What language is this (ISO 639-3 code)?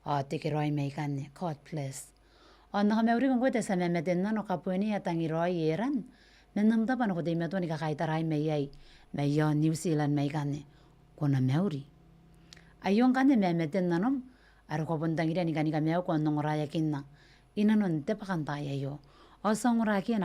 gil